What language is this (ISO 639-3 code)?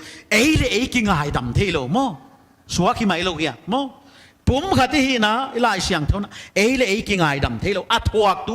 pck